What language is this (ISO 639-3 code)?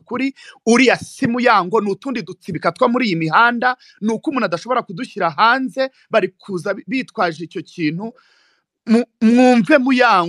kin